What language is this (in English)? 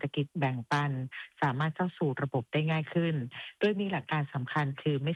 Thai